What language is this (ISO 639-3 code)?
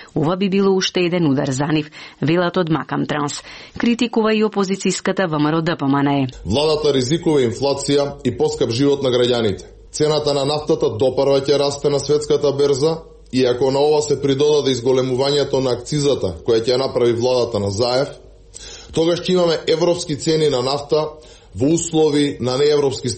mkd